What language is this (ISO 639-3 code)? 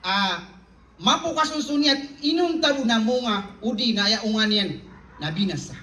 mrw